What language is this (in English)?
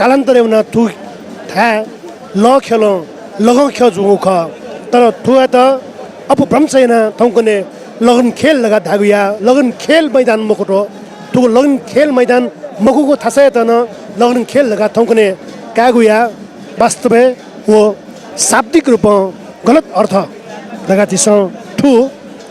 Newari